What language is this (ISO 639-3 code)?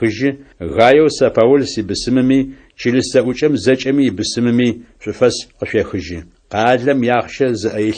ady